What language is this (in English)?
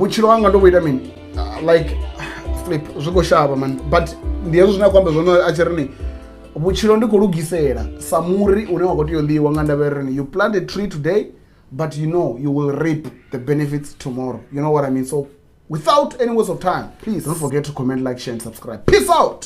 Venda